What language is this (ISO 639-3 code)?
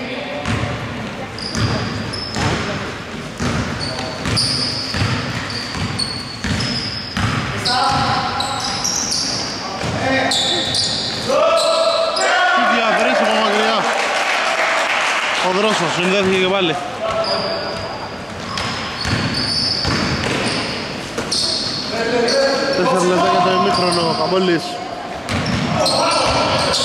ell